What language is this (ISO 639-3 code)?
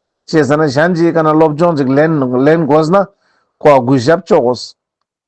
lbj